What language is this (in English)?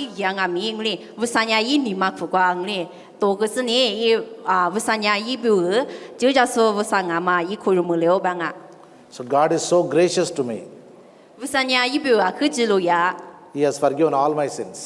Lisu